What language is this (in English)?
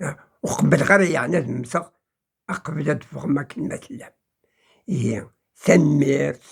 Kabyle